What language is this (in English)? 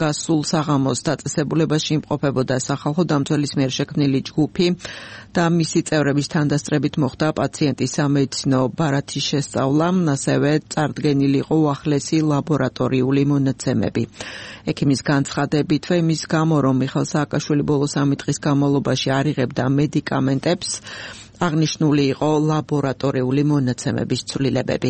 Georgian